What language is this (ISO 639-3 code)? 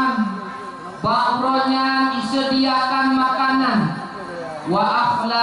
ace